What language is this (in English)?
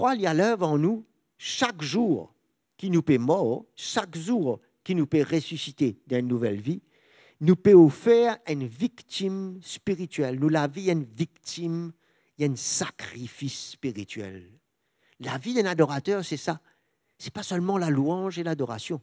Morisyen